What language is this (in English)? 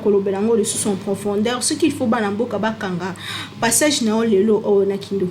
Lingala